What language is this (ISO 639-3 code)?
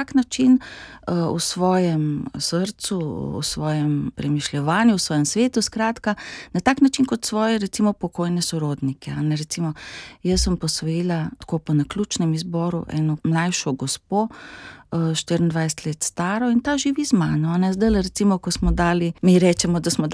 slv